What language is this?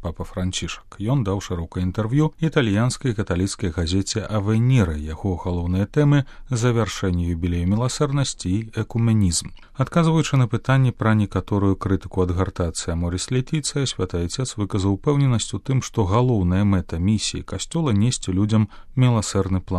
Belarusian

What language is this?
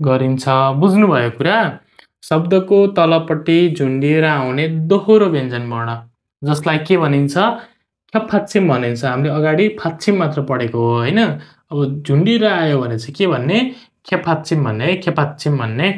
Nepali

